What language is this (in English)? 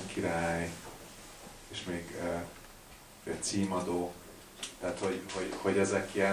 Hungarian